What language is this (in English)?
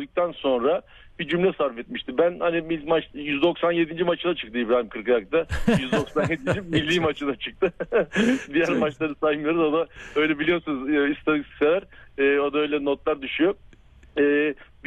Turkish